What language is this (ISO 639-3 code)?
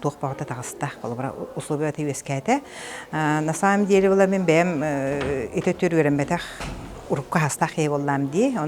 sah